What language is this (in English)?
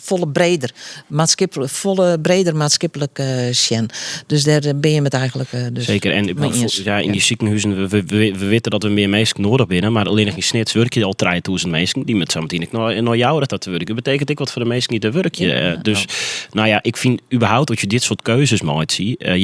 Western Frisian